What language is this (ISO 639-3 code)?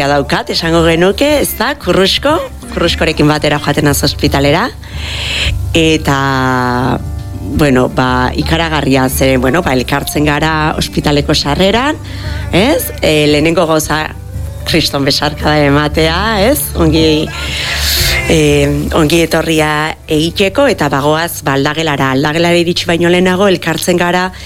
eus